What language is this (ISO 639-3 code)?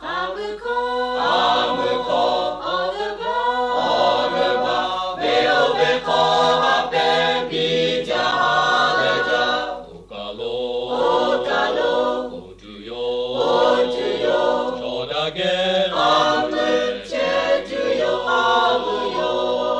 lhu